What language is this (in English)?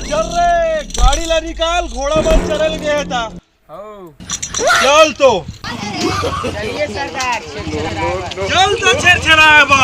Chhattisgarhi